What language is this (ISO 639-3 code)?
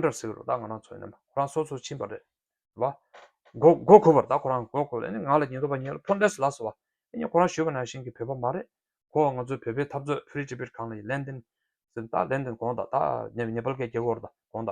bod